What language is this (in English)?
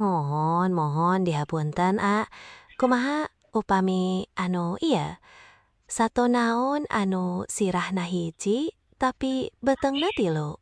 Sundanese